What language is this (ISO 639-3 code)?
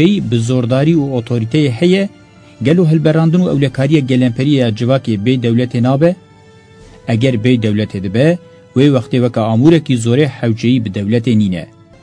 kur